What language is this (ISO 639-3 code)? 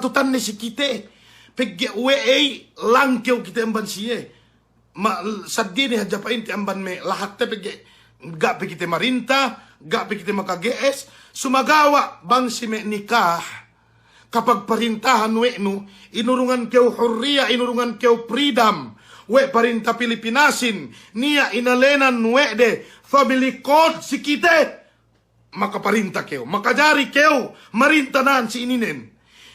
yka